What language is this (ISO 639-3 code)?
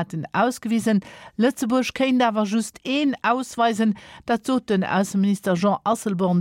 ltz